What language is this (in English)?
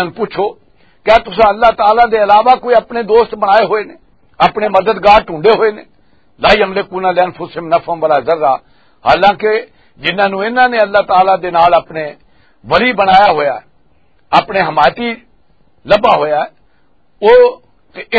Western Panjabi